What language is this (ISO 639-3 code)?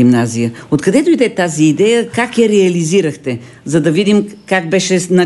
bul